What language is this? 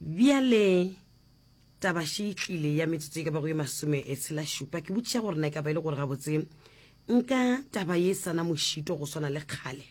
Northern Sotho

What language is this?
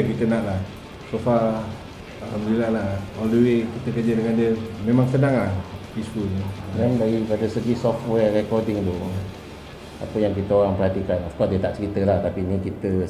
Malay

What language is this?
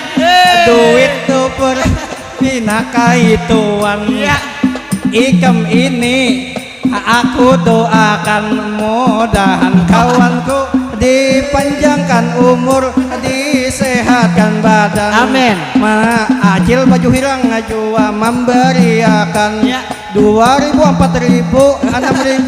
Banjar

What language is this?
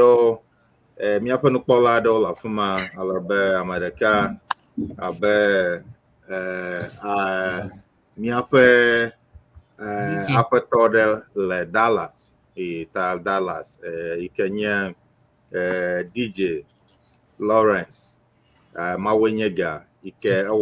Ewe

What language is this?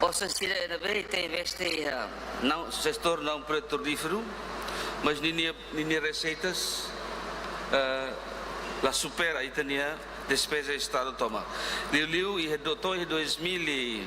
Tetum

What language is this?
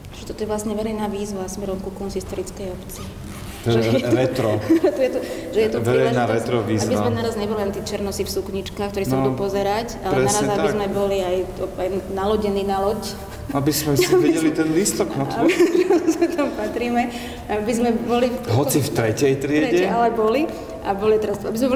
Slovak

